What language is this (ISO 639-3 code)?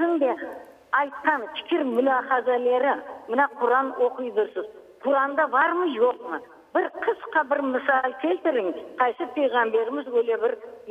crh